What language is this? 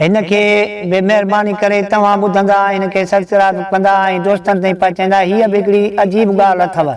Sindhi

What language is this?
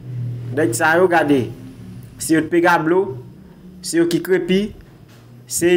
Haitian Creole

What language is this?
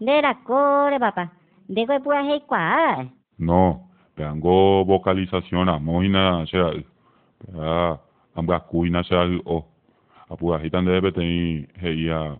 Guarani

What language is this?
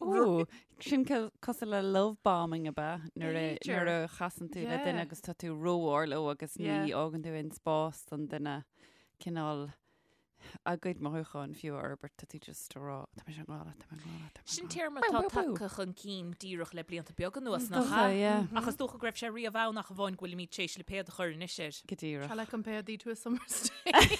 Irish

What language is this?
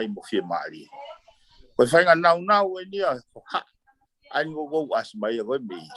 Tongan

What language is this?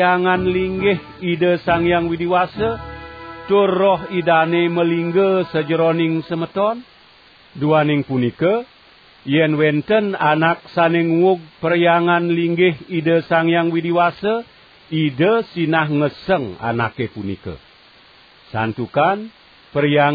Balinese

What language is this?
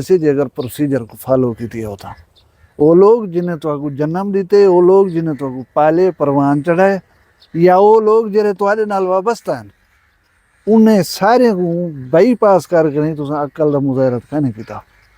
Saraiki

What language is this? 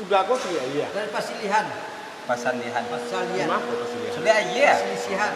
Minangkabau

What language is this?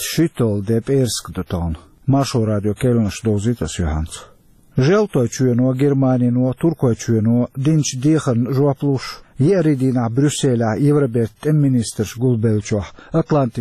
Chechen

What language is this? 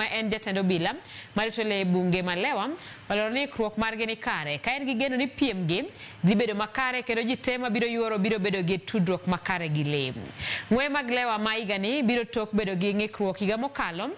Luo (Kenya and Tanzania)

